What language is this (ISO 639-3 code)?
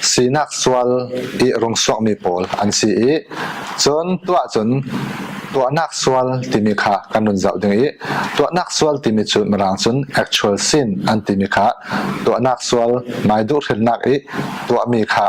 cfm